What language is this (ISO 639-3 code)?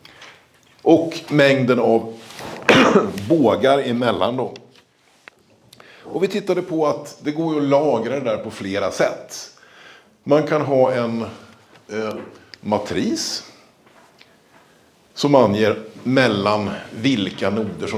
swe